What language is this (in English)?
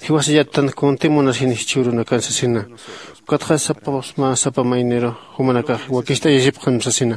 Aymara